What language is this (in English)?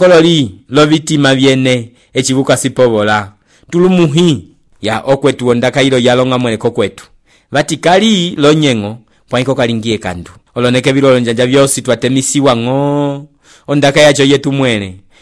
Umbundu